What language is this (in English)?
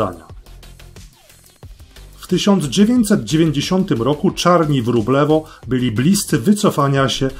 Polish